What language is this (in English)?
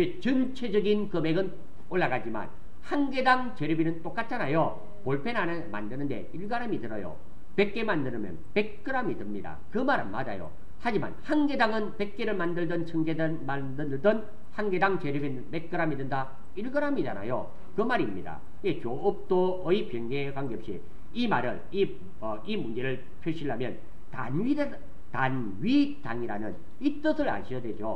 Korean